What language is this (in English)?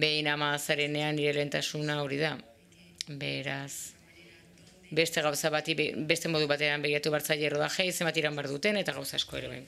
Basque